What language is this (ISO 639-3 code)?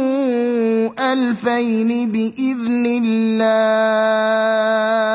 ara